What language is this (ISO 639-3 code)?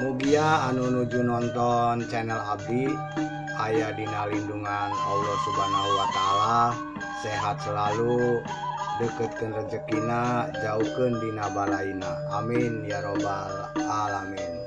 sun